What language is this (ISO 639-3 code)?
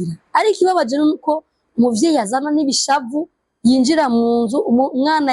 run